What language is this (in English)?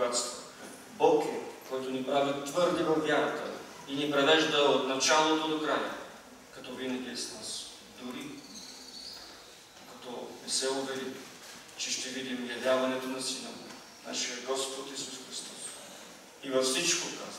Bulgarian